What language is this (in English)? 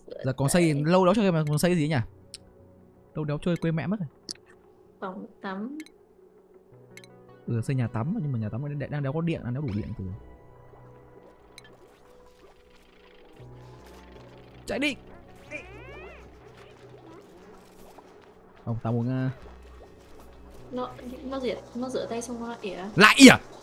Vietnamese